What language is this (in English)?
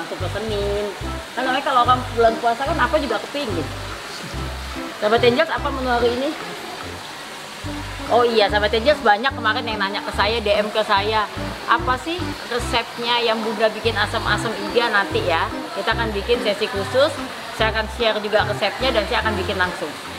Indonesian